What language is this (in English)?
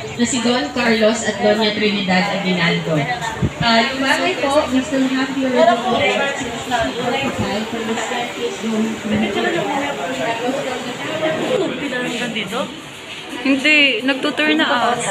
Filipino